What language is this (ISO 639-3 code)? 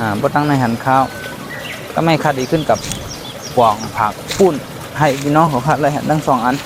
shn